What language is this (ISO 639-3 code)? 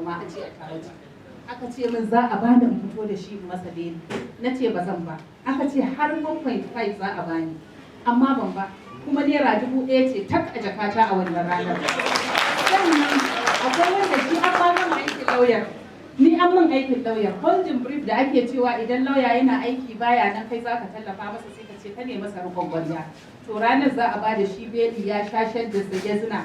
hau